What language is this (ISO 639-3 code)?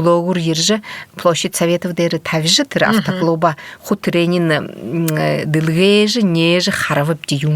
bua